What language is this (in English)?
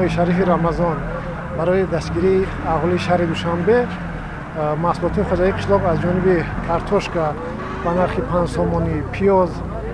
Tajik